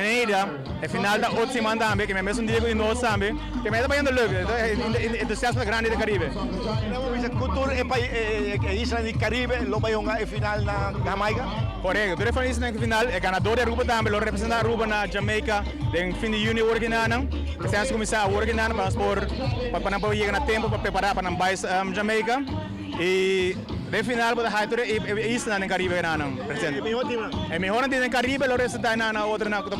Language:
Papiamento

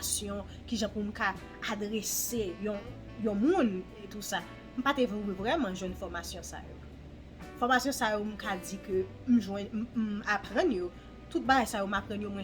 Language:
Haitian Creole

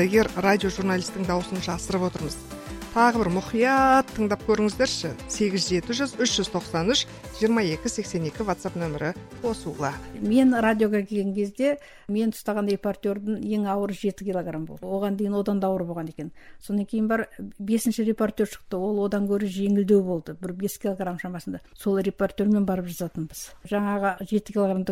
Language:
Kazakh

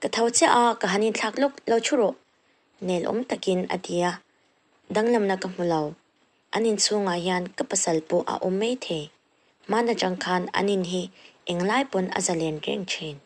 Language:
Mizo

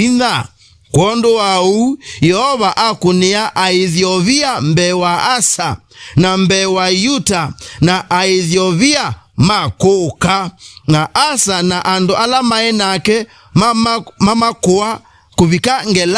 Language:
Kamba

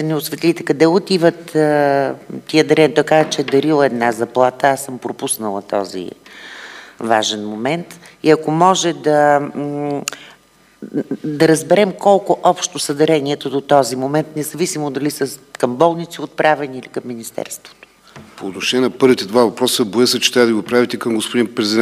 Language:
Bulgarian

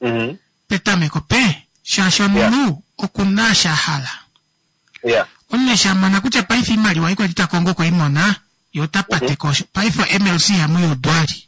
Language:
Kuanyama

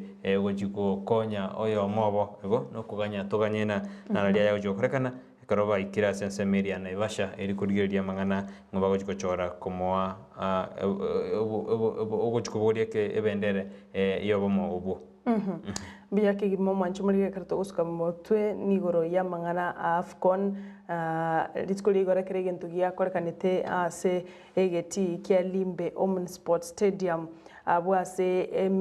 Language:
Gusii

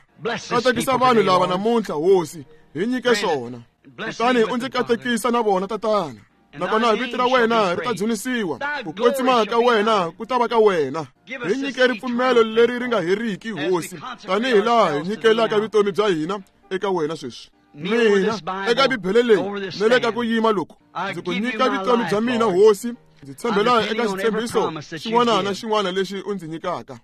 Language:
Tsonga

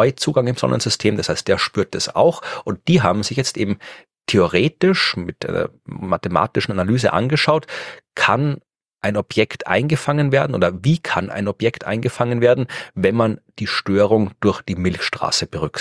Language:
German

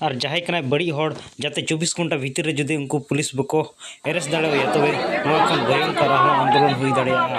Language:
Santali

